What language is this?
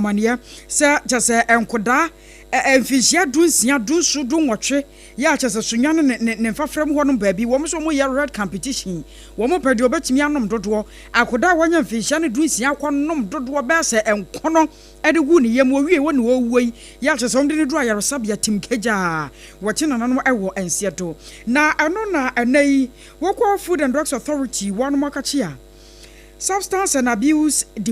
Akan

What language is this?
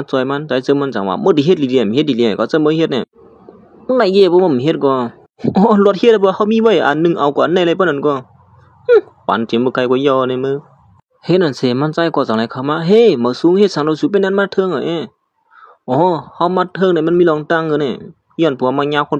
Shan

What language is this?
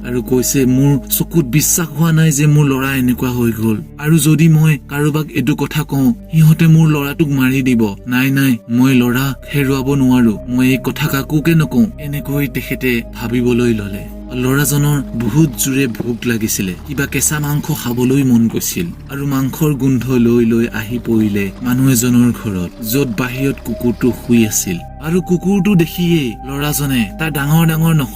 Assamese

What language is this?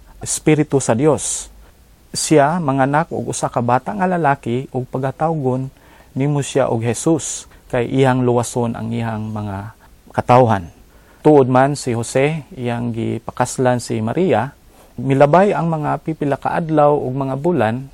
Cebuano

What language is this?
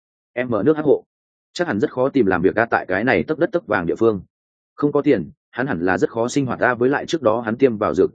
Vietnamese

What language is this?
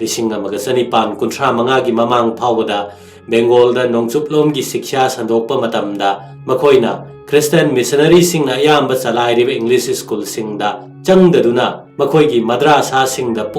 Manipuri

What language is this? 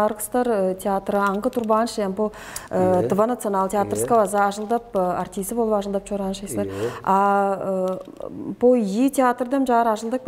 Tuvinian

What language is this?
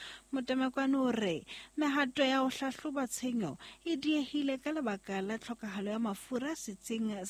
Southern Sotho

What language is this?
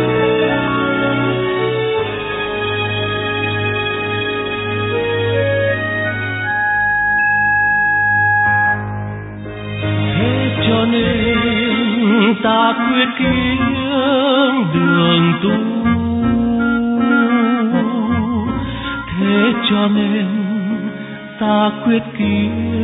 Vietnamese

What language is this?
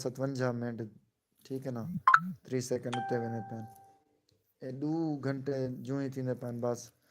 Saraiki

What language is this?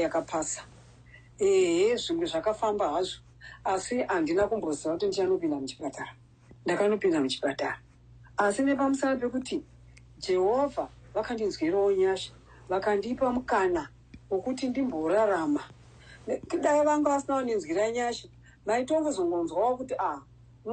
Shona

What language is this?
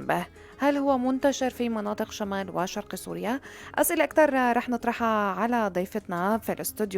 North Levantine Arabic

